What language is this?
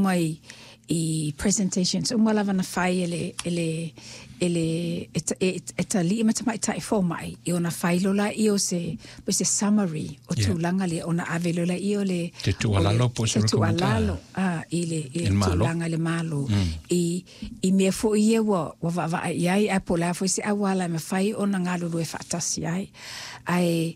Samoan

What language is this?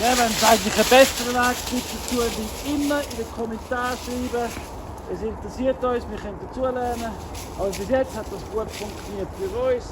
Swiss German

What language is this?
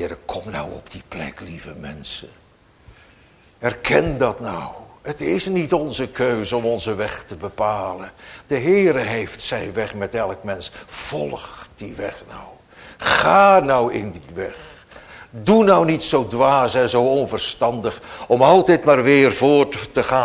Dutch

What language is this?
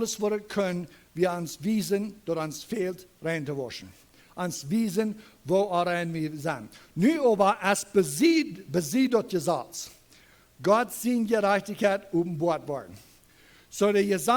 Plautdietsch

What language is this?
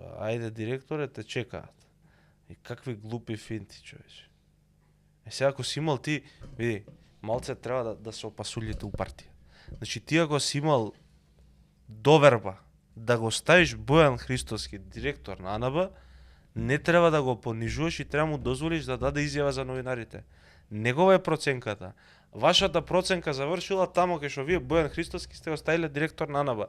Macedonian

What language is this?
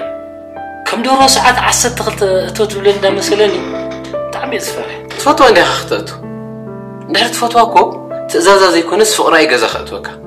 Tigrinya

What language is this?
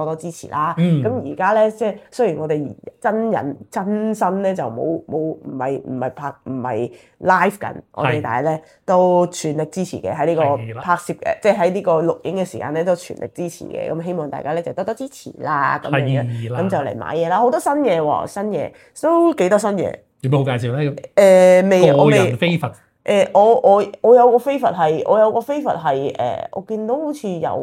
Cantonese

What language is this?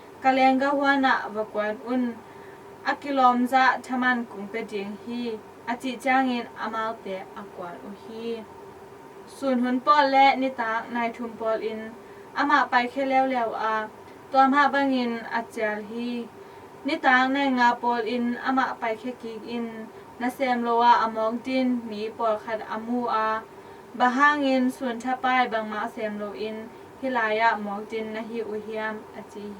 Tedim Chin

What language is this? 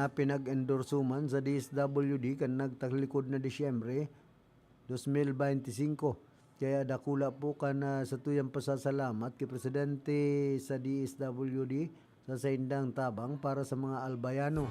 Bikol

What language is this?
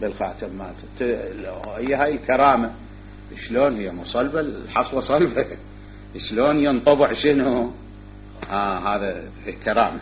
Mesopotamian Arabic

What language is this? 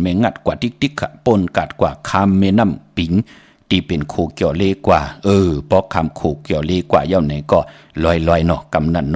Shan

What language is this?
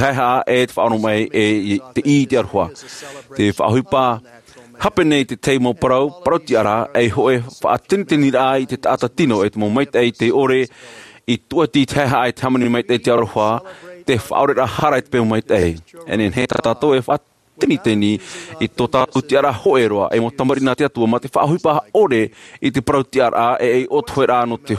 Tahitian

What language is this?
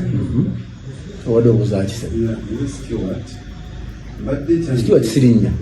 Ganda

